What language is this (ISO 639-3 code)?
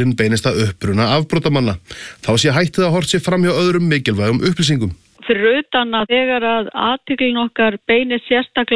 isl